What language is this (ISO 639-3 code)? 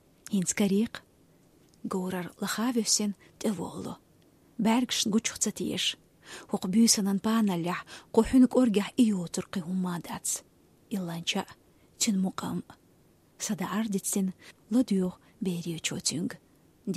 che